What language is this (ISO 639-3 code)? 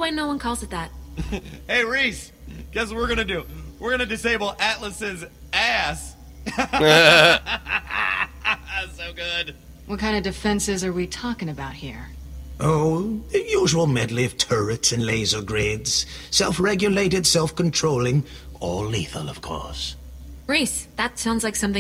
eng